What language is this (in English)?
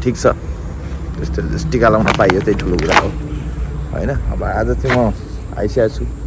Nepali